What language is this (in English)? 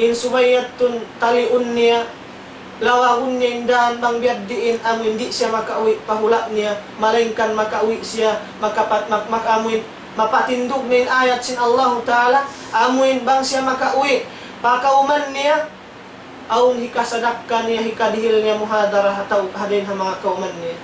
Tausug